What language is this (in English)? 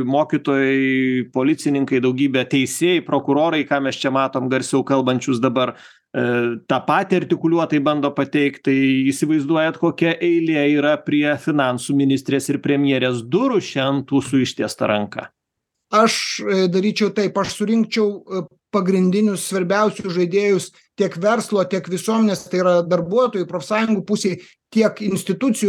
Lithuanian